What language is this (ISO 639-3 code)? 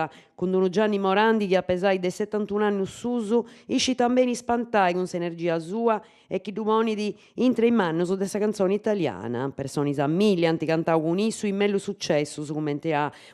srd